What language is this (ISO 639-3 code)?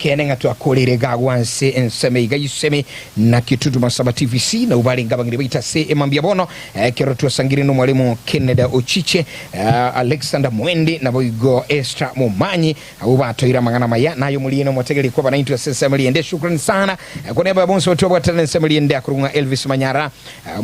guz